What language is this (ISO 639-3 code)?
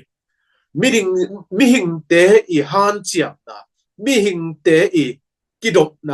ctd